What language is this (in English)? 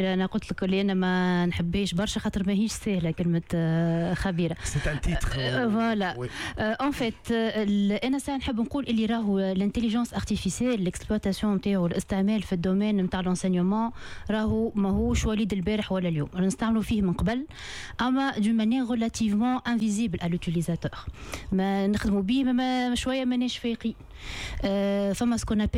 Tunisian Arabic